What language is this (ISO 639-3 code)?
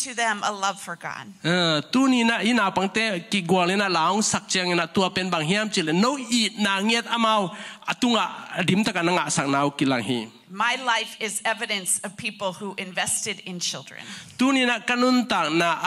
ctd